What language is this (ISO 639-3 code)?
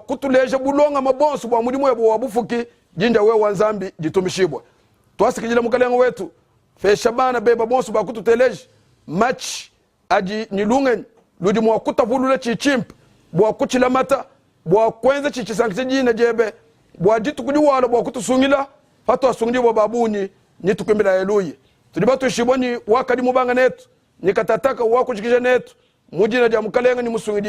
lua